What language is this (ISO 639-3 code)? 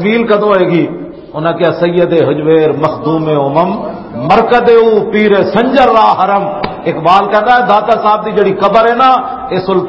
lah